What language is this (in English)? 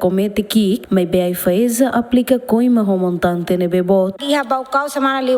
Tetum